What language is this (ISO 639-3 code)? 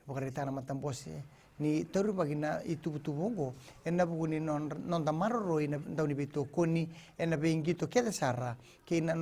fij